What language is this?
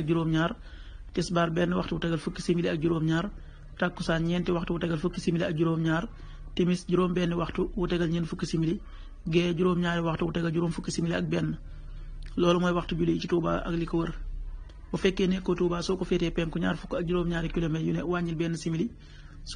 Wolof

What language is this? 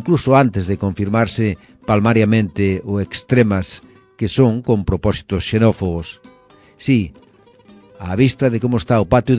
Galician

